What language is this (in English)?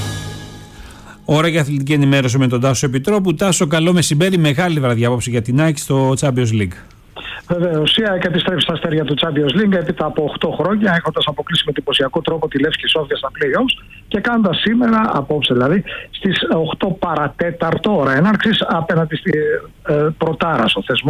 Greek